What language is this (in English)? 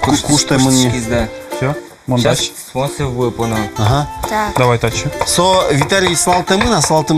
Udmurt